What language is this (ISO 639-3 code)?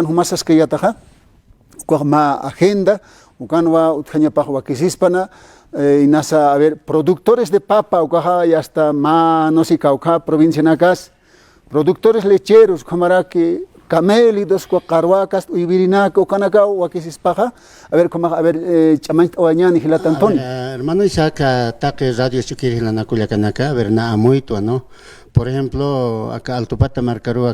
aym